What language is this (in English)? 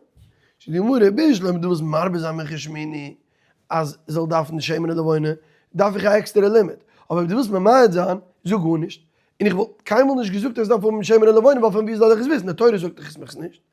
Yiddish